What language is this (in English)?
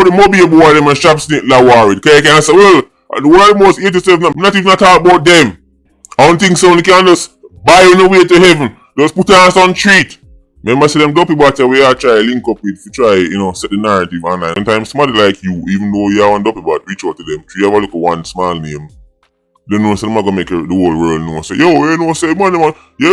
Jamaican Creole English